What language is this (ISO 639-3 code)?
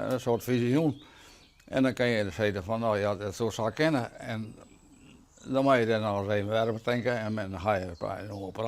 fry